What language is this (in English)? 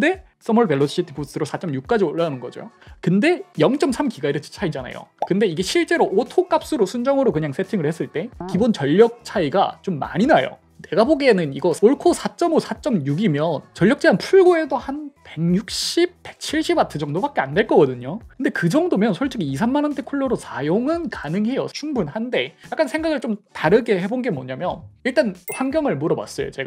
Korean